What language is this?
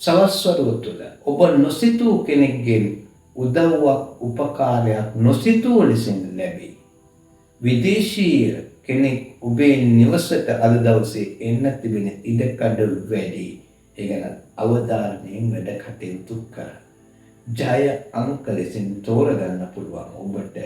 Sinhala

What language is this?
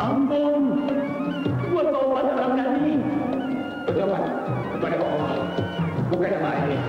Betawi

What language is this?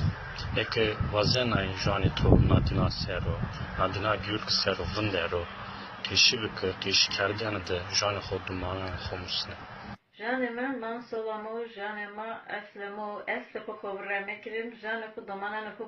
Zaza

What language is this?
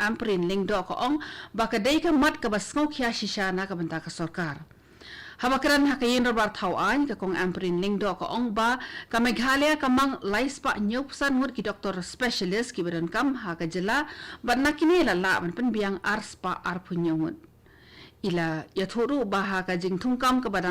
Khasi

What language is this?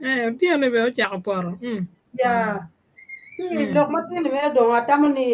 Acoli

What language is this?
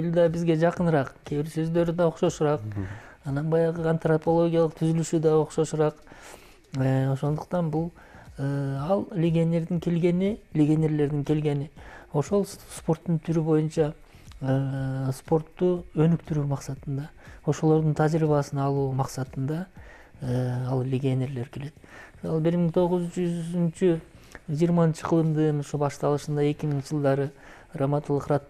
Kyrgyz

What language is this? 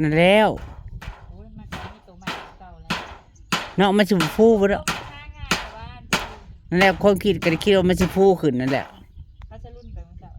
Northeastern Thai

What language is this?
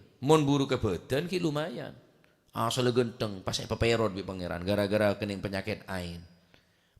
Madurese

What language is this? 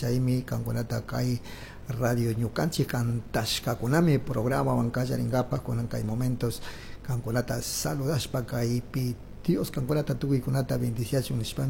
Chimborazo Highland Quichua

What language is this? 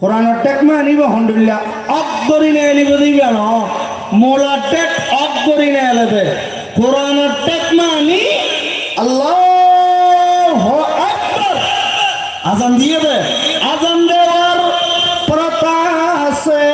Rohingya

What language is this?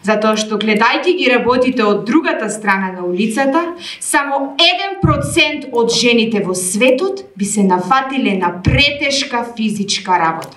Macedonian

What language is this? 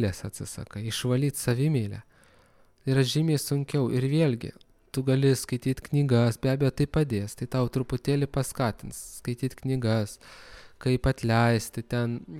Lithuanian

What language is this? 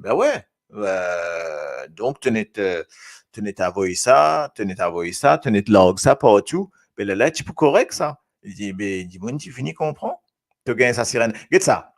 Morisyen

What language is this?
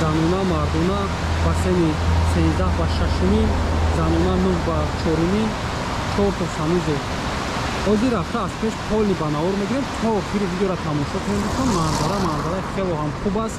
Tajik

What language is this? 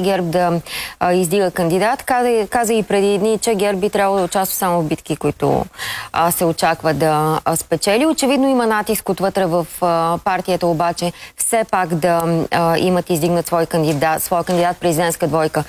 Bulgarian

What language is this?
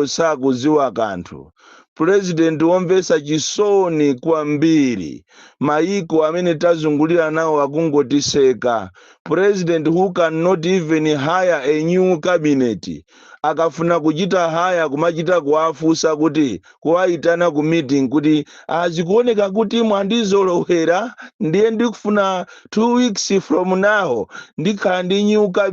Nyanja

